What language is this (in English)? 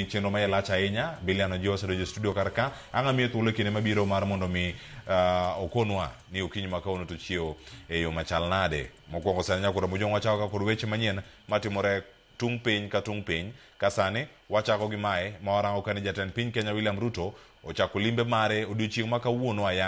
Luo (Kenya and Tanzania)